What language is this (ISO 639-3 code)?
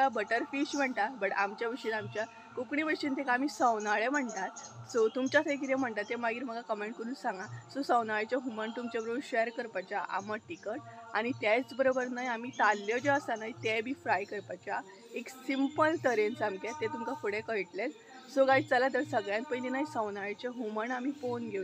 kok